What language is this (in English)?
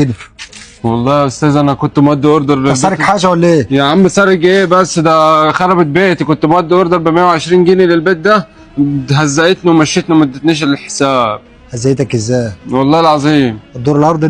Egyptian Arabic